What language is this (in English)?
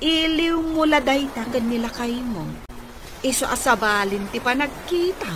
Iloko